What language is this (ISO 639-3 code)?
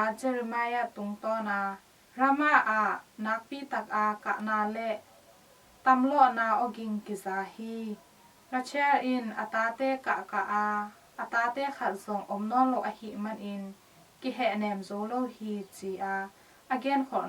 ctd